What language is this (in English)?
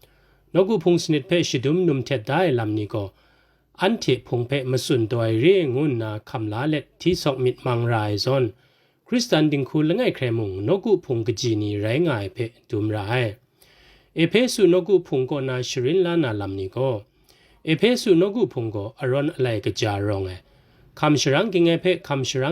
Kachin